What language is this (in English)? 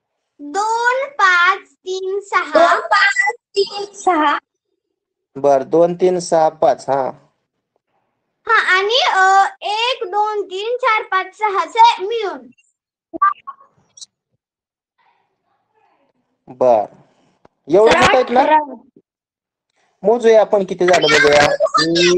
Marathi